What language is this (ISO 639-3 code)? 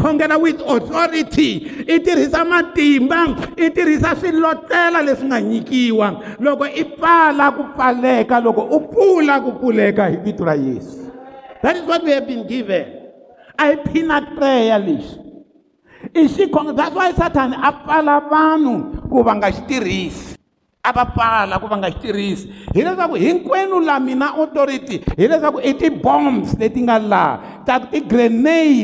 tso